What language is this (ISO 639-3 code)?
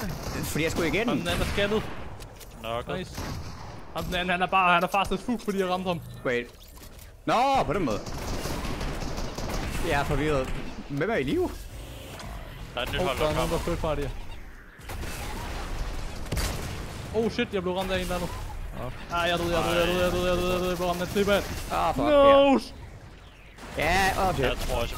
dan